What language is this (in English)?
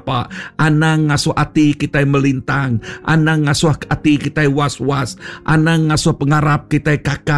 Iban